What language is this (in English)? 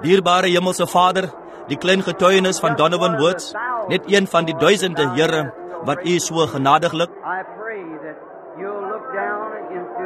Afrikaans